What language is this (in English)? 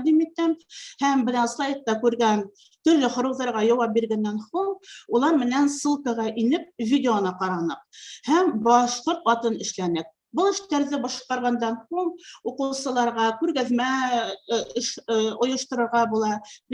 Bashkir